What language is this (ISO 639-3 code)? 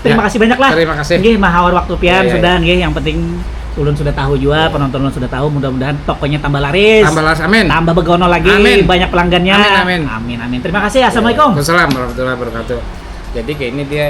bjn